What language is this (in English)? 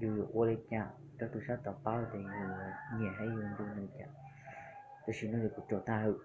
Hmong